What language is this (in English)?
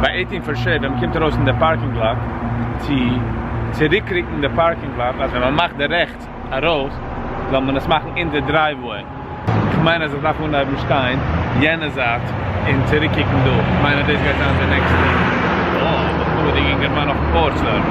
Yiddish